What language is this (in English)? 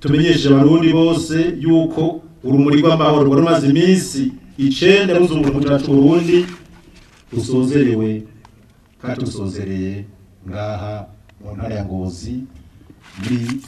Rundi